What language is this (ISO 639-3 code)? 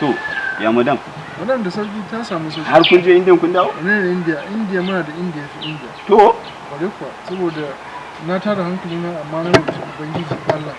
hau